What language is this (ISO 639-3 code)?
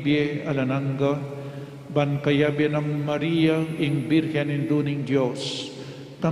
pam